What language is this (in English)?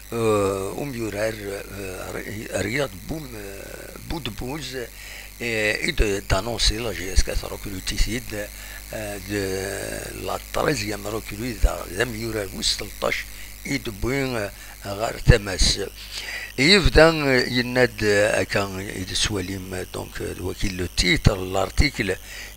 Kabyle